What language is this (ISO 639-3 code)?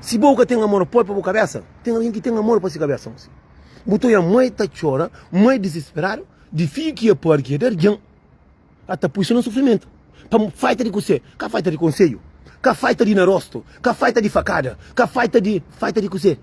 kea